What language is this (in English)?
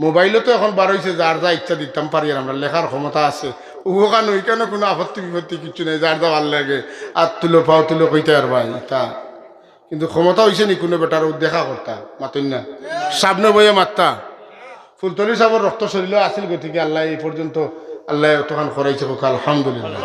Sylheti